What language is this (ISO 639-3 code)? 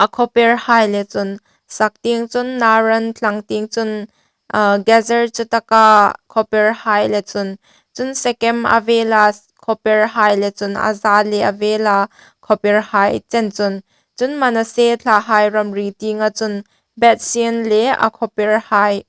hmr